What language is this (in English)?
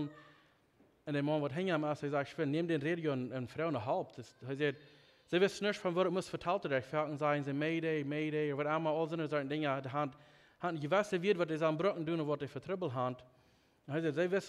Plautdietsch